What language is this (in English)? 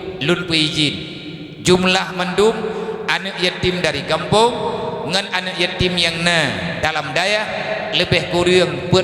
Achinese